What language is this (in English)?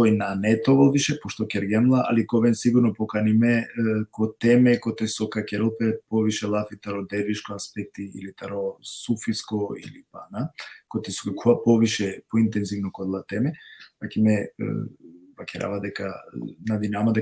Balkan Romani